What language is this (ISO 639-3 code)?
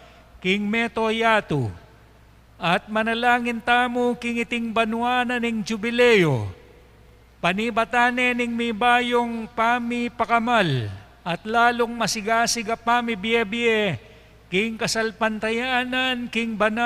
pam